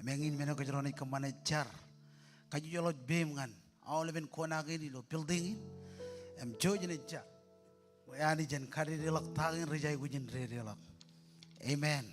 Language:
Marshallese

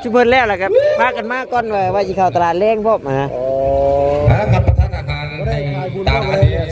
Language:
Northeastern Thai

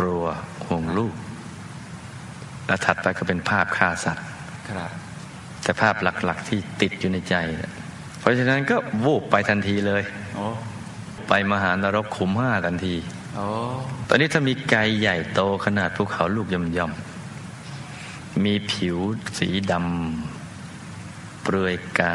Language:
Thai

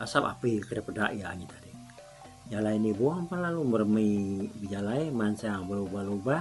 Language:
Iban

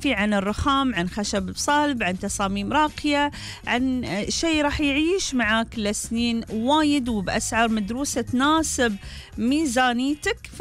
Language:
Gulf Arabic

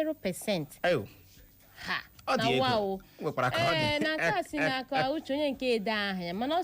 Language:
Igbo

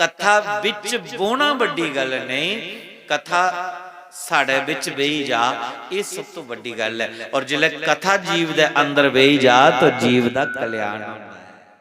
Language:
Dogri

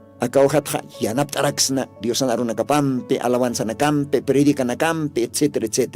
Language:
Aymara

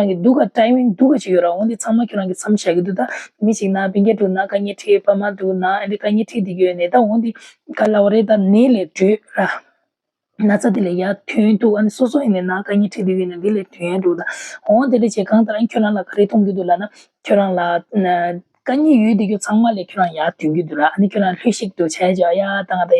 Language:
Tibetan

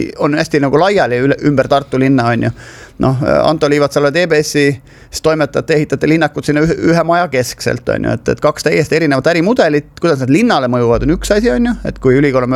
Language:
Estonian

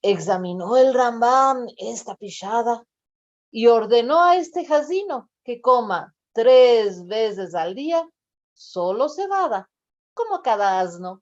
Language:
Ladino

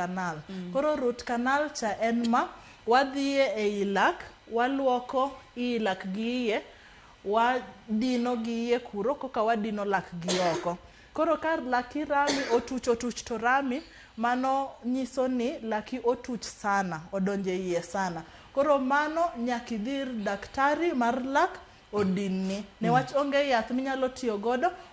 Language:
Luo (Kenya and Tanzania)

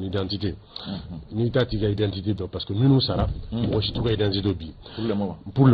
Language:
Bambara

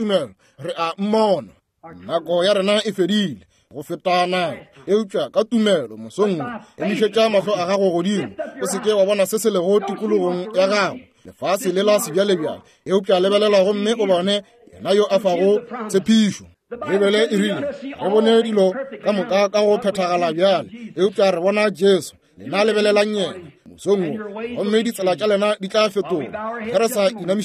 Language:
Northern Sotho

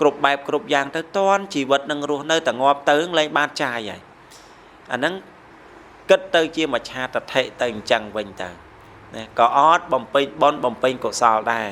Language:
Khmer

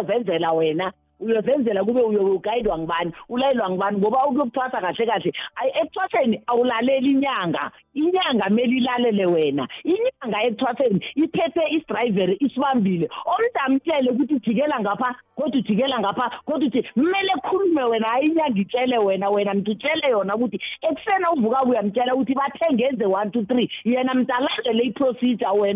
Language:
South Ndebele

